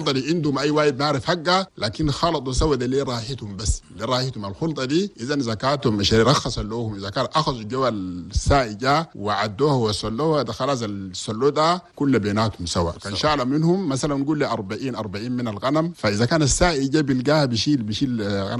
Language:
Chadian Arabic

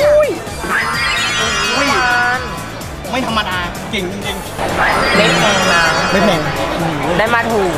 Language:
Thai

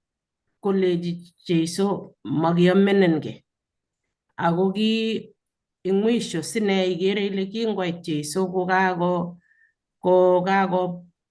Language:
Kalenjin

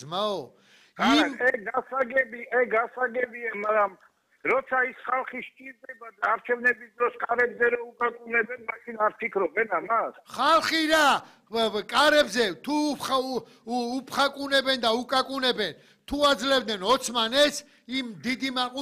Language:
Georgian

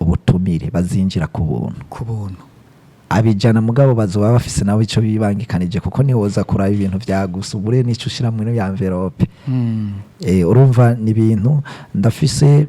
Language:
Rundi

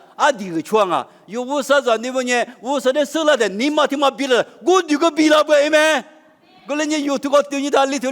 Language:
Lisu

